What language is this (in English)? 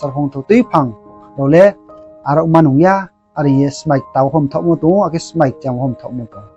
Riang (India)